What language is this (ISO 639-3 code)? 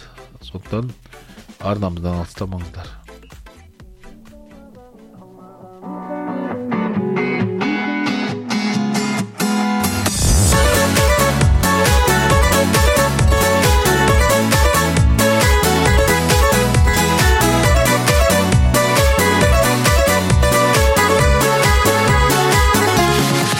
kaz